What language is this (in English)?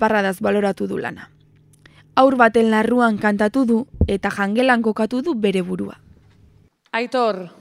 Basque